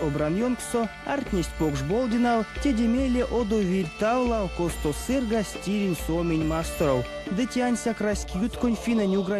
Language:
Erzya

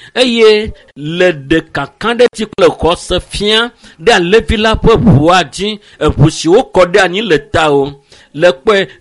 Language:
Ewe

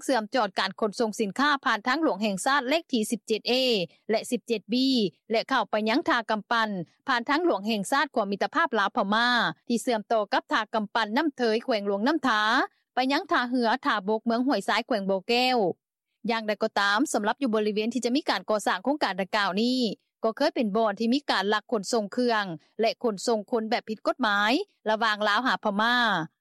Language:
Lao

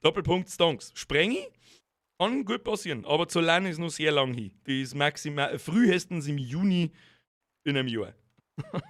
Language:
Bavarian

